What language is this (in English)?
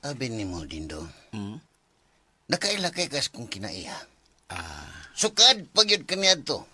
Cebuano